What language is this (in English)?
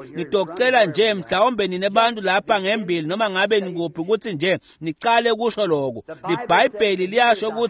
Swati